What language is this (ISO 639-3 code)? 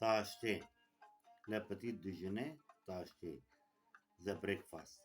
kur